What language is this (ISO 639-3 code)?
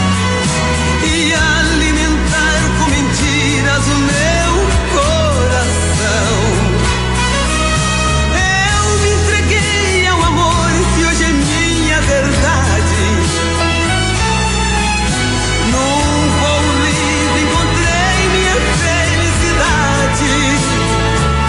por